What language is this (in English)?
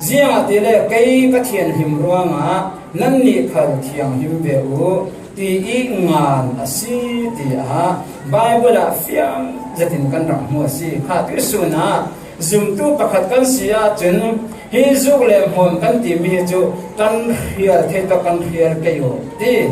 Falam Chin